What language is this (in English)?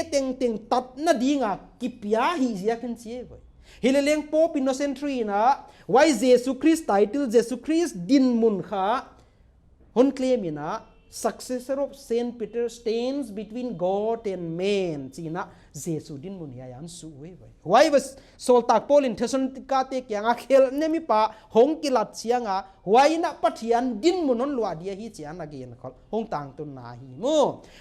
Paite Chin